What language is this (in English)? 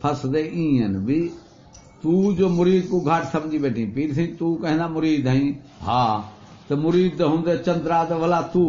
Saraiki